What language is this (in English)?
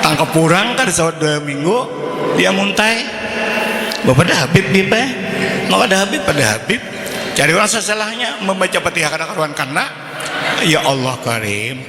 Banjar